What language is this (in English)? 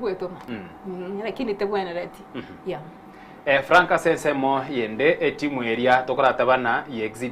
Gusii